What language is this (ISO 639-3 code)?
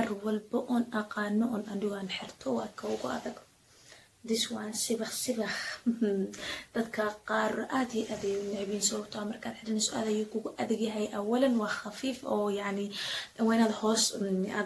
som